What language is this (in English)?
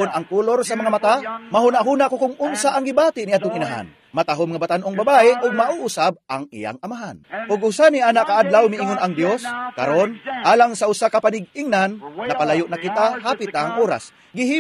Cebuano